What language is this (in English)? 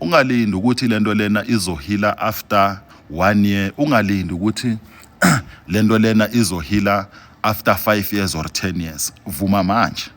Zulu